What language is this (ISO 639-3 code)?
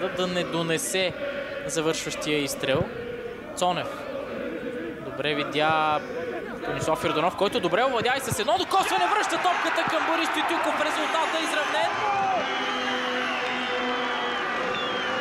bul